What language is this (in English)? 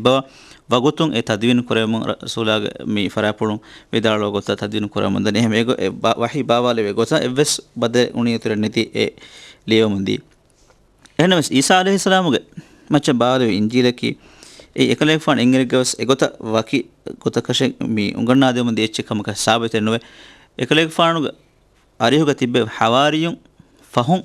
Divehi